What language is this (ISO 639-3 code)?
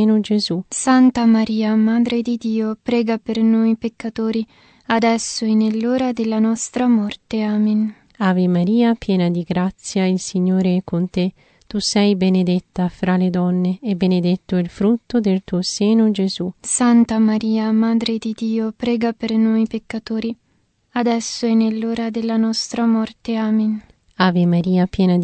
ita